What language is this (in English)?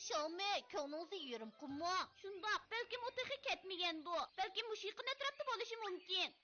Uyghur